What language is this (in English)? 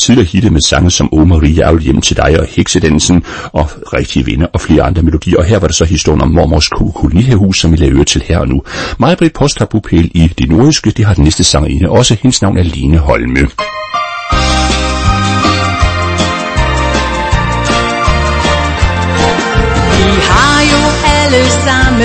Danish